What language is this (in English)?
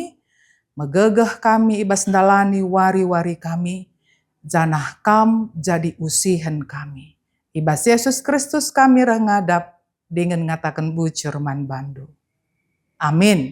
Batak Karo